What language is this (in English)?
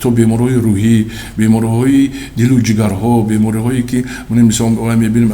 Tajik